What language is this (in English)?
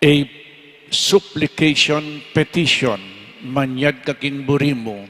Pampanga